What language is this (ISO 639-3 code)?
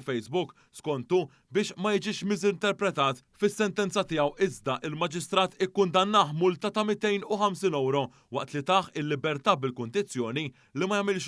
mlt